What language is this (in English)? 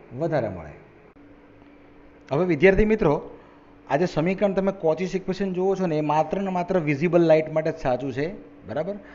Gujarati